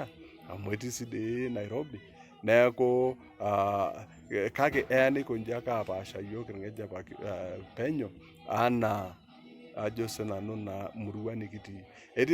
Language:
Masai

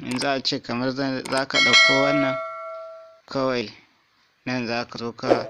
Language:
Hausa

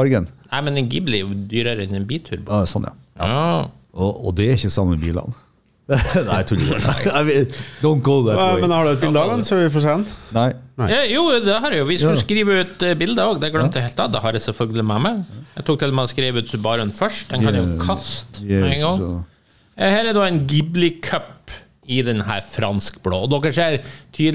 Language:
Norwegian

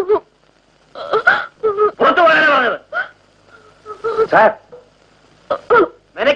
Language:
Malayalam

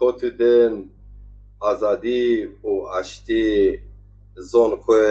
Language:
Zaza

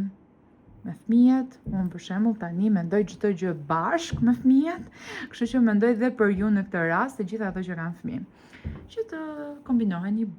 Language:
Albanian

